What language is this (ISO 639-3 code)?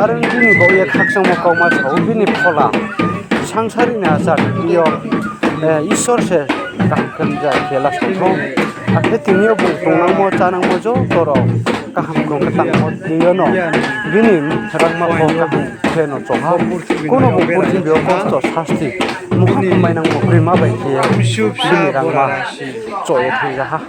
ria